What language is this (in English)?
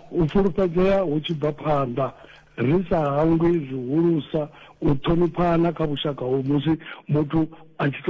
Venda